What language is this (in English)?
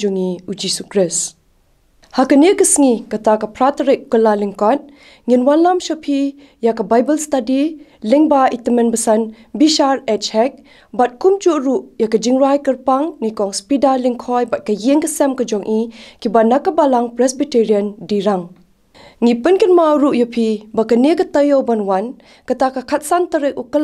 Khasi